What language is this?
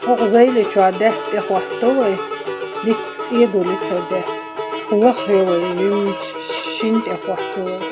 Chechen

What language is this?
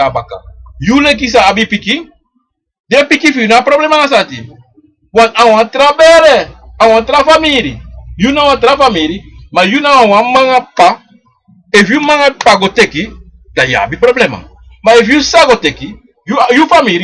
Sranan Tongo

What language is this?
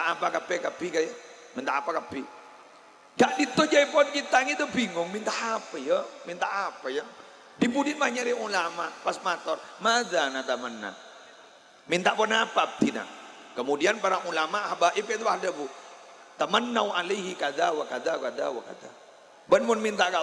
Madurese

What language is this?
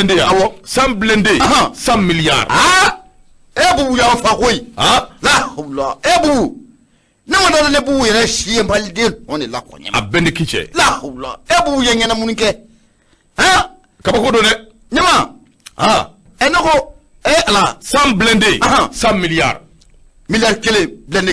Bambara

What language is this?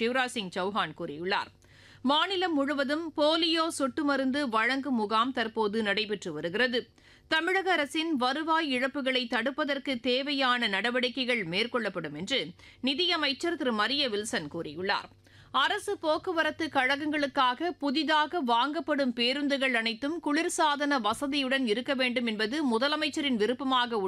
Tamil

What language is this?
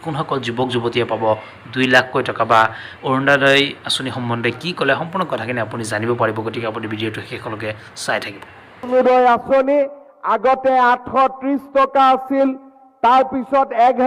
Assamese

